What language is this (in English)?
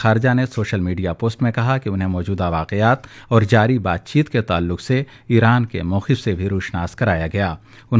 Urdu